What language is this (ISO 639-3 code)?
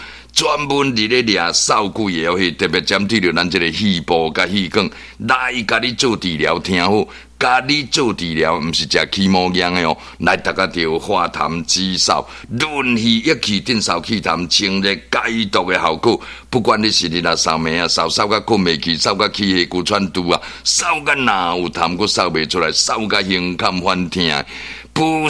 nan